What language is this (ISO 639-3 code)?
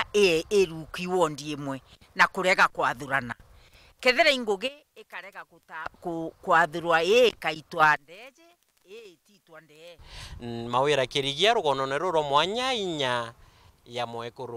mer